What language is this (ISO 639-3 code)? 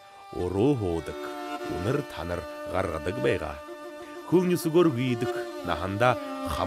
bua